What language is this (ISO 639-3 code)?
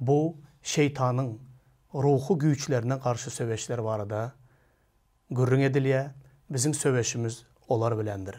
tuk